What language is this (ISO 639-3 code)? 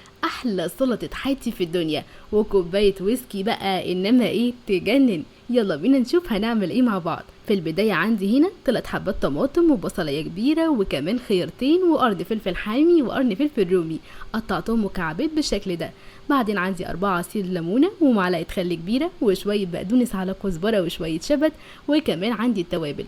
arz